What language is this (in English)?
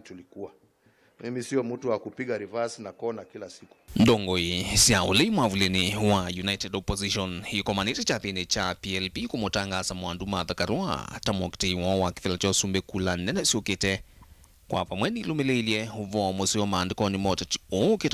Kamba